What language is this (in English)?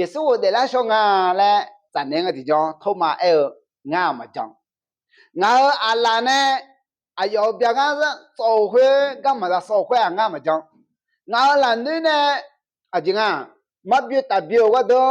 Akha